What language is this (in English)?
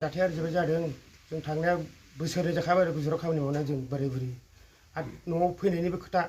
Bodo